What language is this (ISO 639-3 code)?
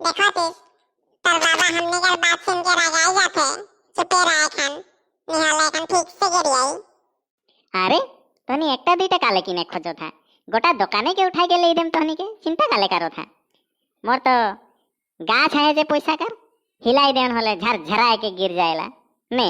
sck